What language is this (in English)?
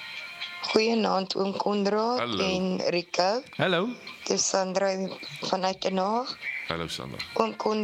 Afrikaans